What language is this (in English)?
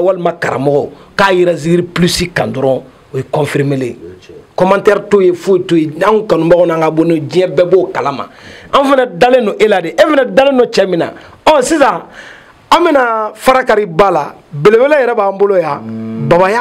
Bambara